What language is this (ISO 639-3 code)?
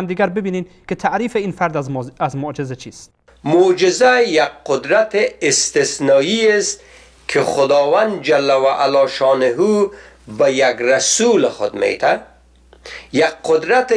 fas